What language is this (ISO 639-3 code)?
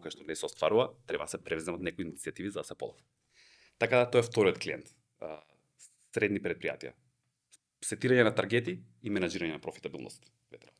mkd